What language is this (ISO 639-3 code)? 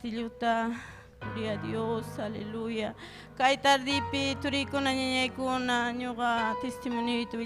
quy